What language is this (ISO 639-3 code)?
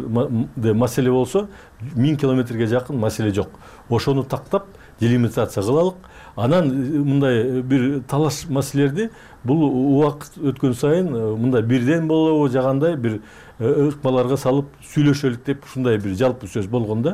kir